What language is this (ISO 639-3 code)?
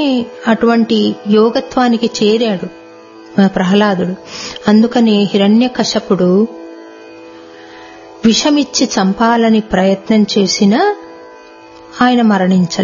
tel